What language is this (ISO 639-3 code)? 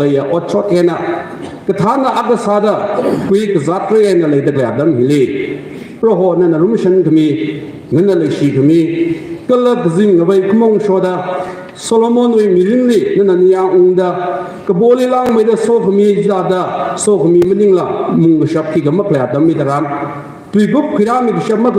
nmf